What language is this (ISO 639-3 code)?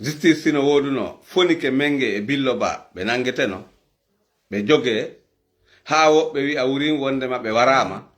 ful